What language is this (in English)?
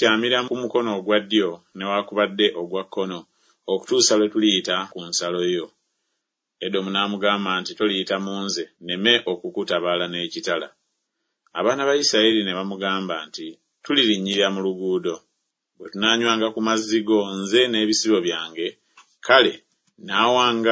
Ganda